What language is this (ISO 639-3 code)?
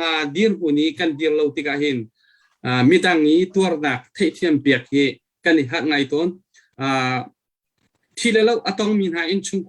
cnh